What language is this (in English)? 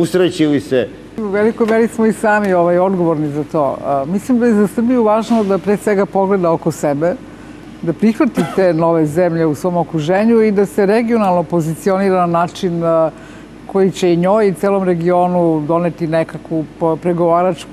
Serbian